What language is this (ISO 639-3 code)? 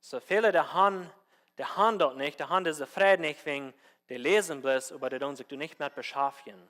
pdt